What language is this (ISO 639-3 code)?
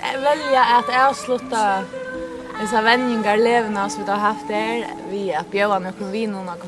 fao